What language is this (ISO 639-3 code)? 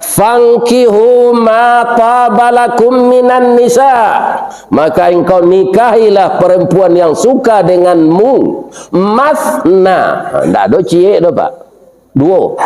min